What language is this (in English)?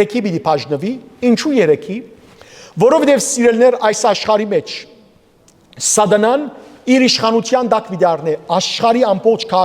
Western Armenian